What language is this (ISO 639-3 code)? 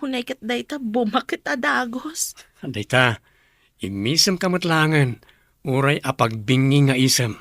ilo